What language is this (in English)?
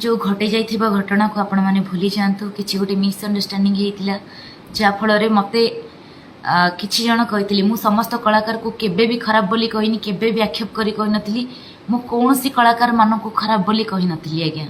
Odia